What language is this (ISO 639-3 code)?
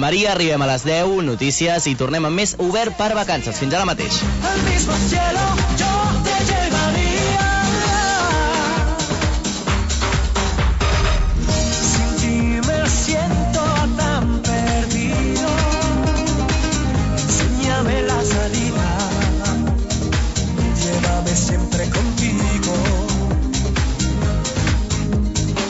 cat